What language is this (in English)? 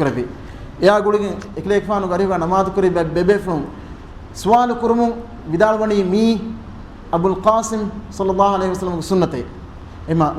Divehi